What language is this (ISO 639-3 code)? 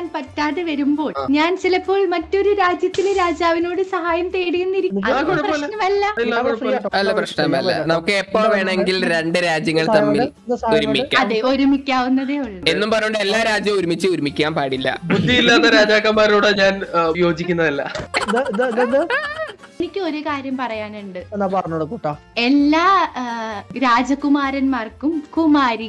mal